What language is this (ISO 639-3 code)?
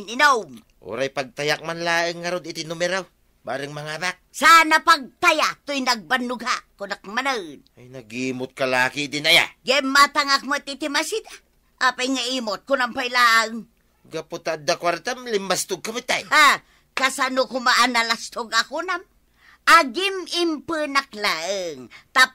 ilo